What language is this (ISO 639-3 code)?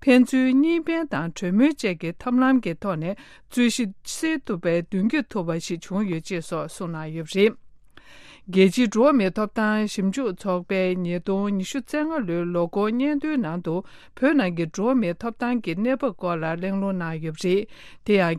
bod